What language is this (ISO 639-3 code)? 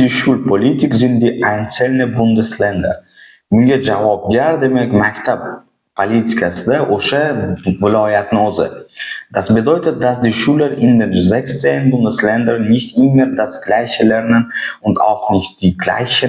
uzb